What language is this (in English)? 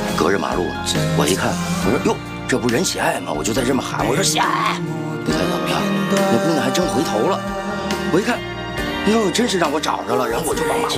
Chinese